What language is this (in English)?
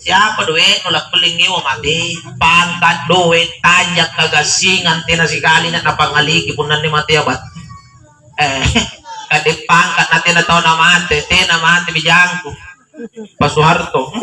Makasar